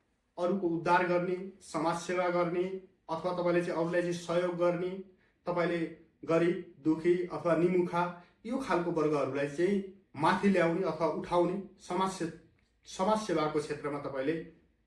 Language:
Nepali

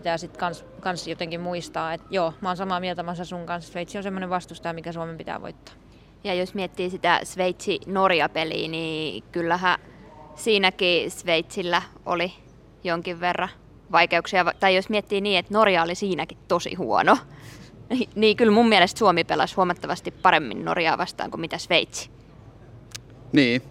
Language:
Finnish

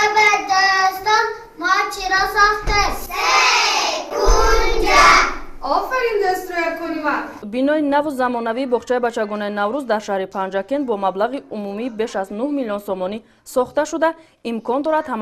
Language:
Tajik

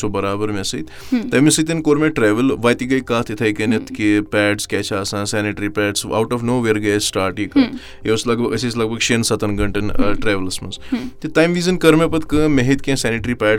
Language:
Kashmiri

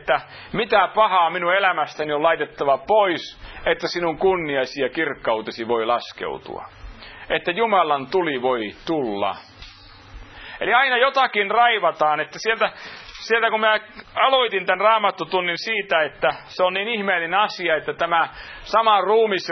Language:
Finnish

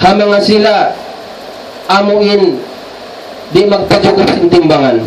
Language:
Tausug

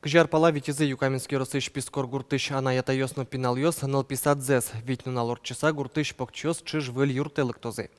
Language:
Udmurt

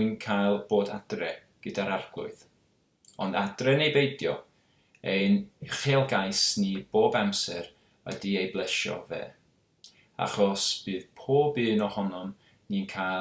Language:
Welsh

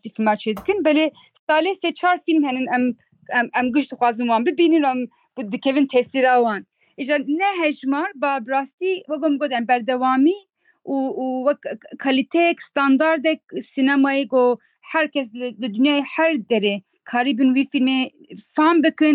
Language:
Kurdish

